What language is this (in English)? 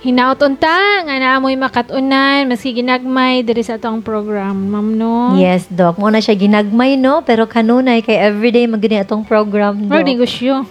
Cebuano